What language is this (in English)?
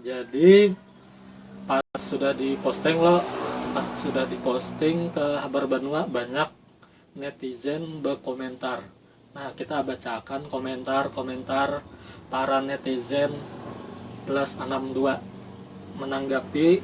Banjar